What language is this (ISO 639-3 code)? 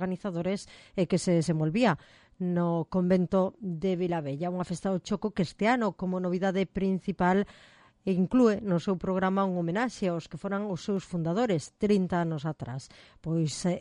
glg